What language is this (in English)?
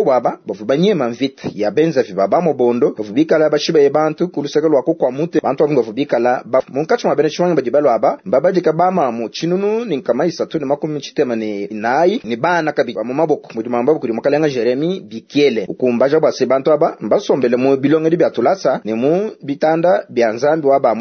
Luba-Lulua